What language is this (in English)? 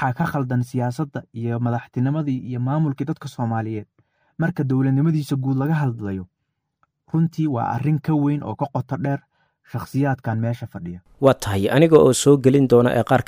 Somali